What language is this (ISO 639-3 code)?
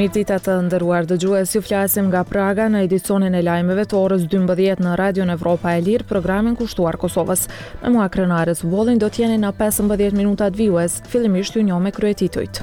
sqi